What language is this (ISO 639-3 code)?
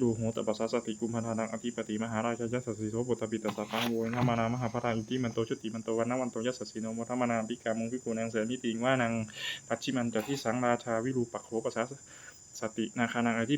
pli